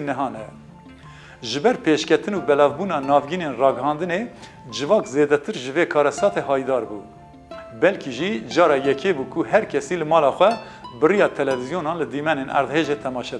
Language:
Kurdish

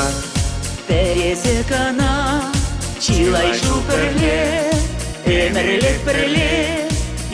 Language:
Chuvash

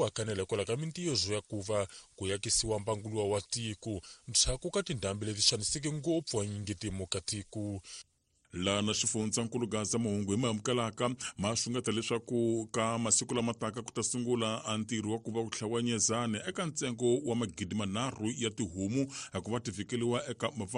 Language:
Tsonga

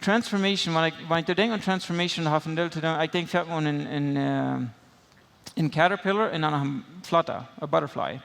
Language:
Plautdietsch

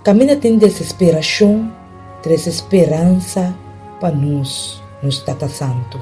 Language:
Papiamento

